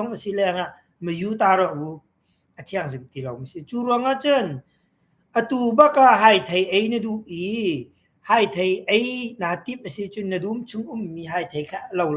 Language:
Hakha Chin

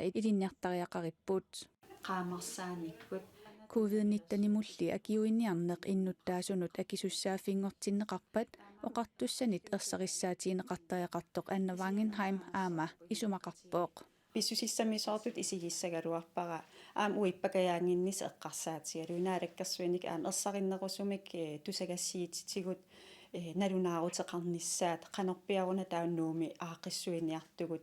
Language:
Kalaallisut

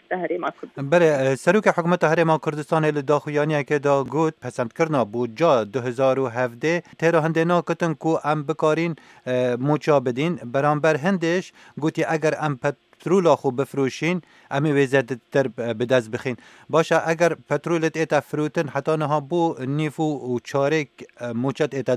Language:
Kurdish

